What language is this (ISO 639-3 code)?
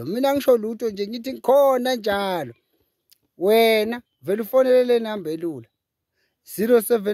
zul